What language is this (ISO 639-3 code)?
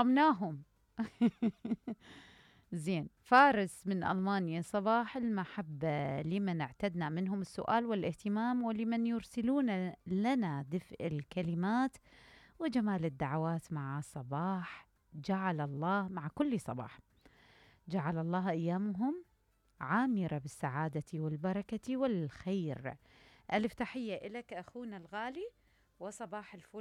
acm